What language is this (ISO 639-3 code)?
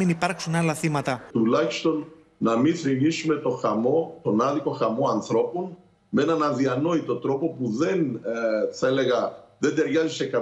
ell